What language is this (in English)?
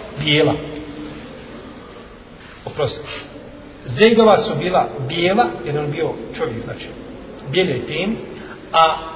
Bosnian